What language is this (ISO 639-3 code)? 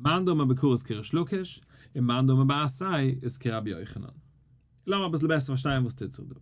yid